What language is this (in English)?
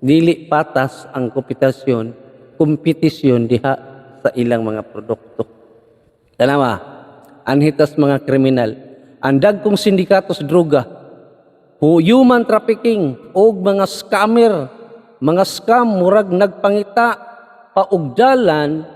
Cebuano